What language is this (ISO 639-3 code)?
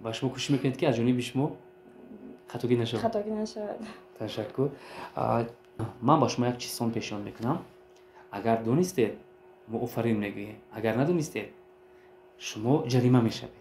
tgk